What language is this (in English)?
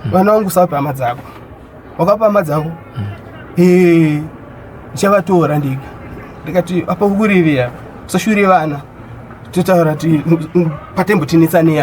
Shona